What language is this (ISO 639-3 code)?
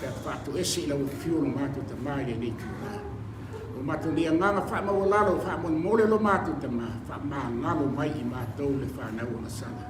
smo